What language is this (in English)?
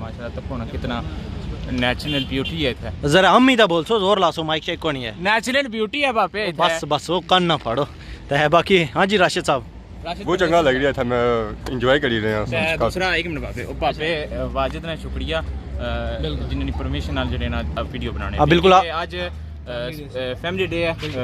Pahari-Potwari